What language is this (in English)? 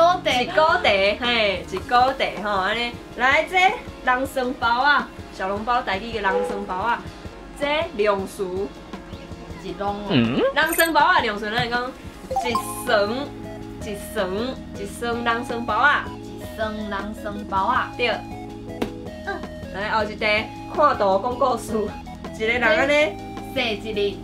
Min Nan Chinese